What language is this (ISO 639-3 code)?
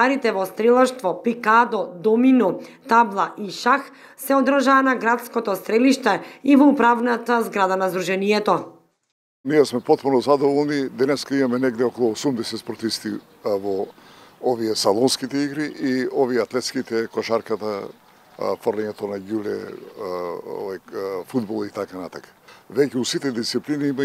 mkd